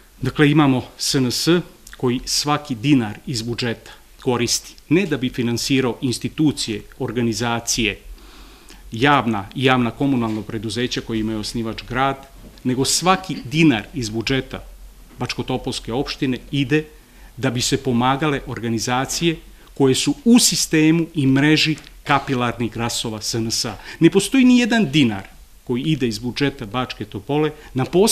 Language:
Serbian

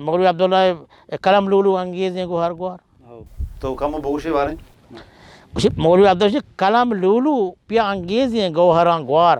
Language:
Baluchi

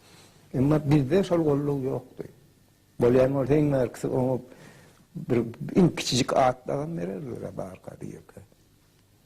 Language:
Turkmen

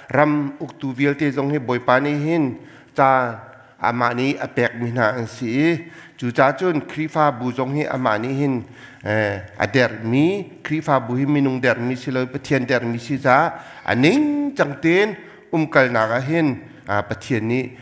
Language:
Hakha Chin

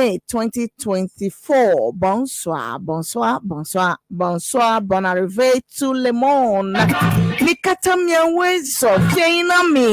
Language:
Ewe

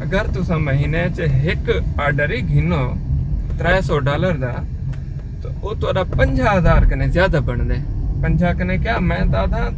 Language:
Saraiki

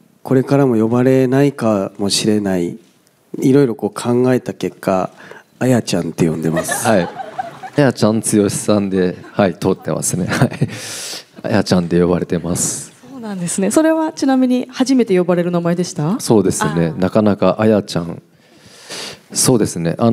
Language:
Japanese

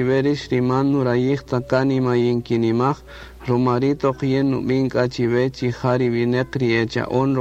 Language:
Kaqchikel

